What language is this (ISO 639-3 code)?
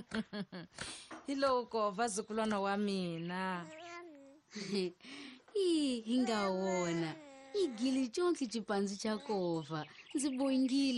tso